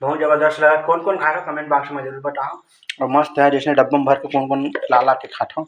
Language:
Chhattisgarhi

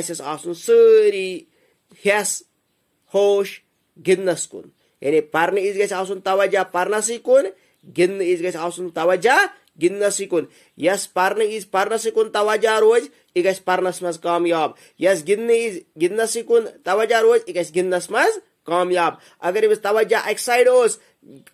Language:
Kashmiri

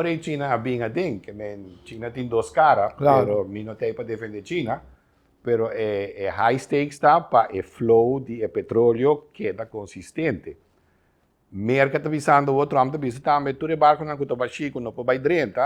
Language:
Papiamento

